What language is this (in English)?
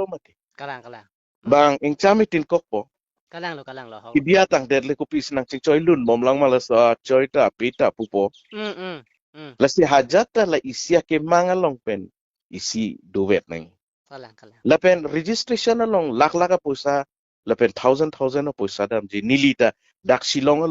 Karbi